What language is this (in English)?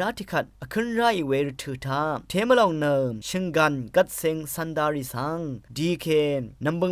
Rawang